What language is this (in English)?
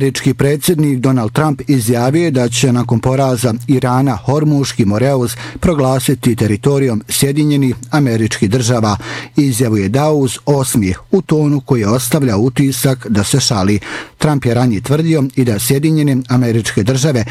Bosnian